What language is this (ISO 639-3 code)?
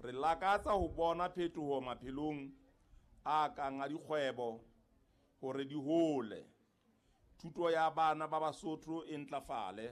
sot